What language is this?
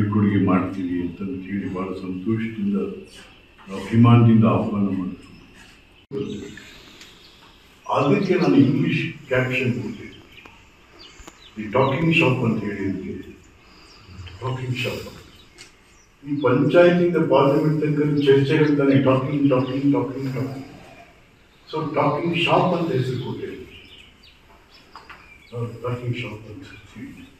Kannada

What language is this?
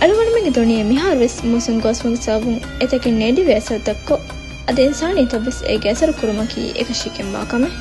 Divehi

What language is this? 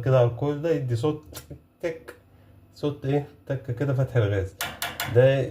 Egyptian Arabic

